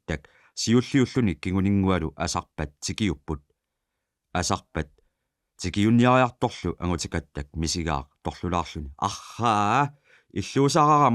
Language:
Kalaallisut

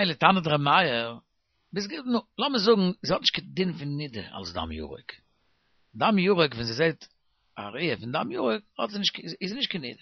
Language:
Yiddish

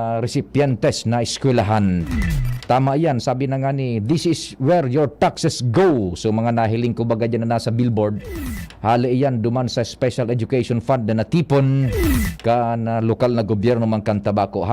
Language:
Bikol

